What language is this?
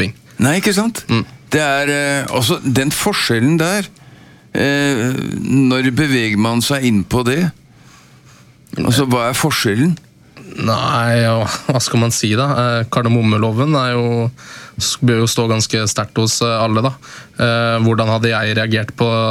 Norwegian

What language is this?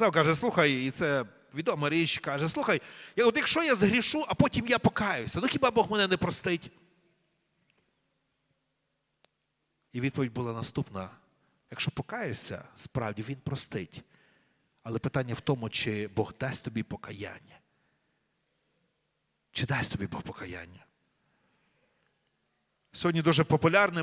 Ukrainian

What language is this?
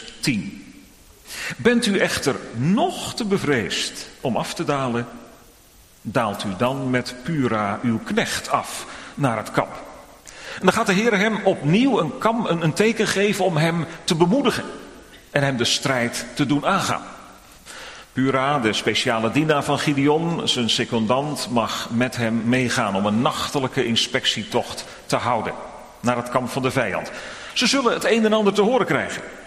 Dutch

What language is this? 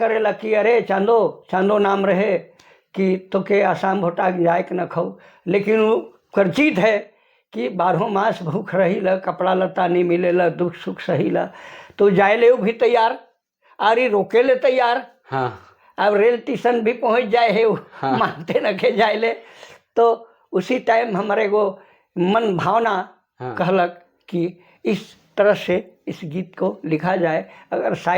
Sadri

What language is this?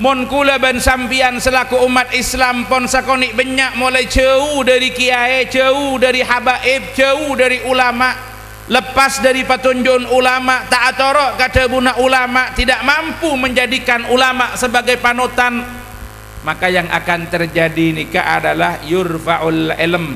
Madurese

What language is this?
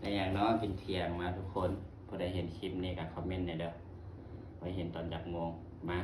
Northeastern Thai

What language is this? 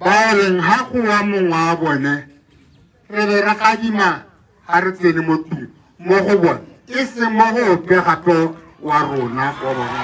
Tswana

